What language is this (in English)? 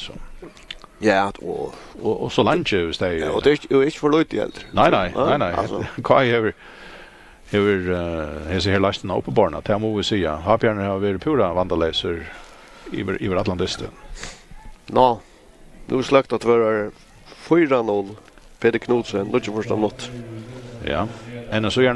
Faroese